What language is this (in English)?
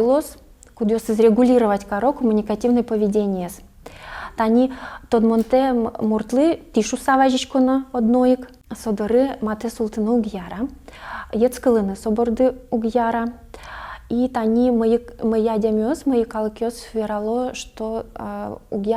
Udmurt